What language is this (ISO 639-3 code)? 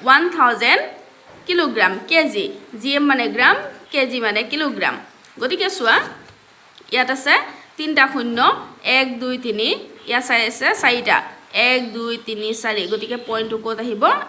asm